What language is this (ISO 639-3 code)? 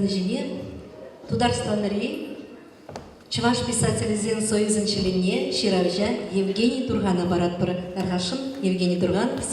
chv